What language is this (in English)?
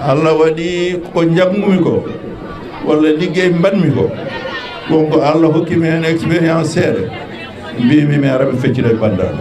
Fula